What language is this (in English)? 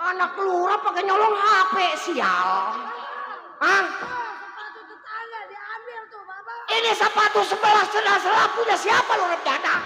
Betawi